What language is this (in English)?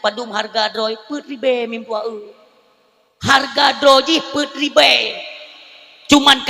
Achinese